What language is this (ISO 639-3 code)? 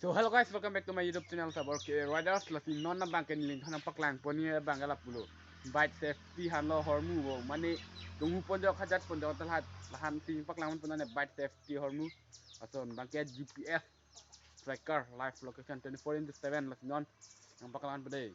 mjw